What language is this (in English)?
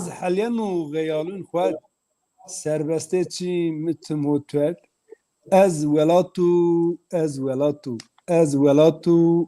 Zaza